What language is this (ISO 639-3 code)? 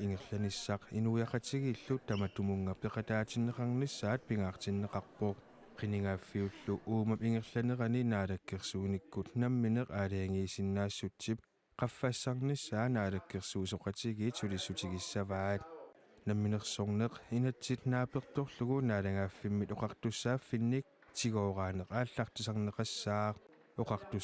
kal